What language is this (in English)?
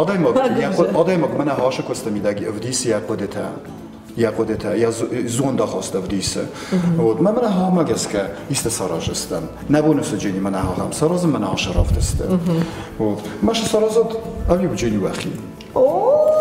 Ossetic